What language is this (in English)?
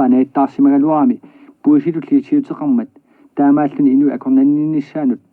Kalaallisut